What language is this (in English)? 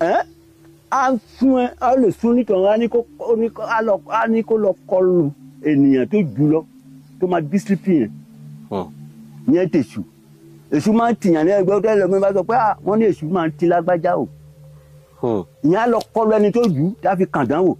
Yoruba